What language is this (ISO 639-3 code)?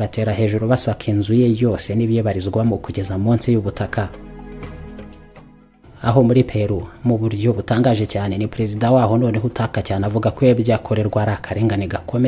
kin